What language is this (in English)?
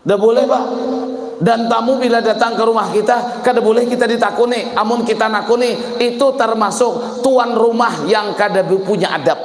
Banjar